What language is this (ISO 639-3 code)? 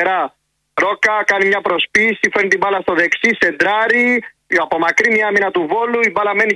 ell